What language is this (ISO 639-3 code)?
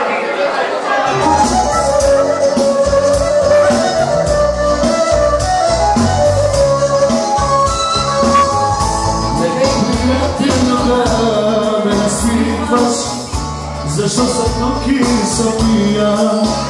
bul